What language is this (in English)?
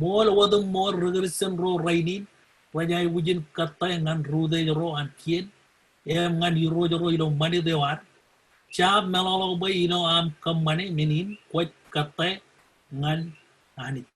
Marshallese